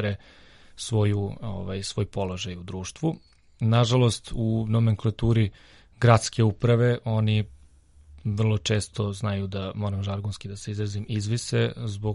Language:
Serbian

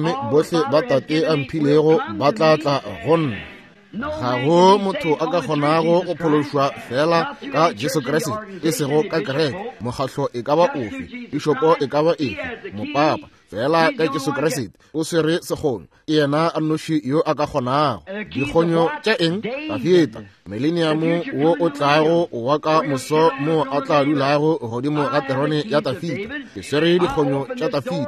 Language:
Northern Sotho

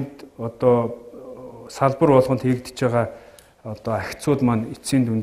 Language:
Mongolian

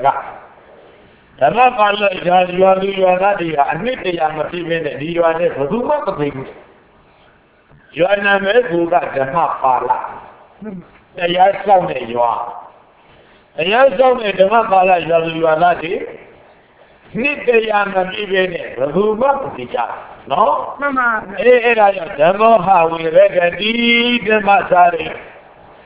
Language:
Burmese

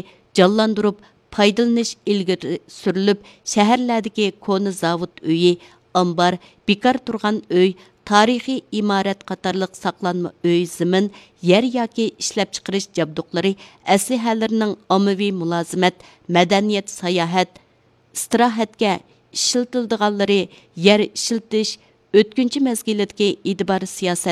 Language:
Uyghur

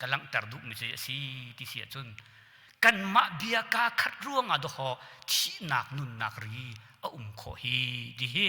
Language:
Hakha Chin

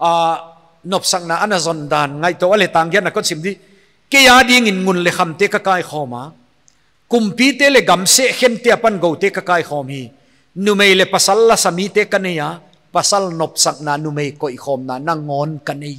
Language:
Paite Chin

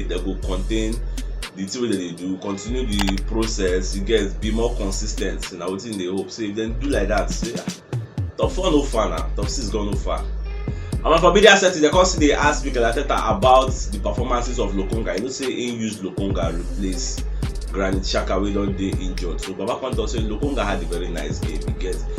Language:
Nigerian Pidgin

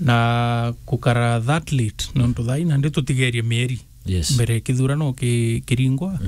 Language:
Meru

